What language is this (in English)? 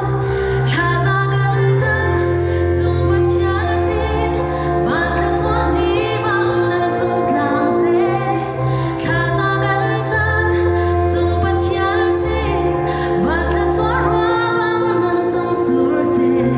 Falam Chin